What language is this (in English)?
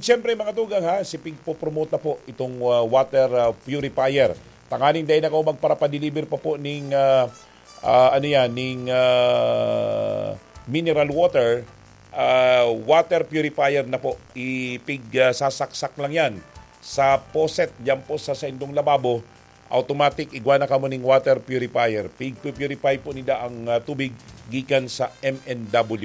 Bikol